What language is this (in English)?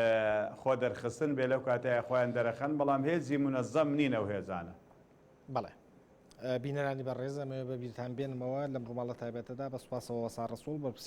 Central Kurdish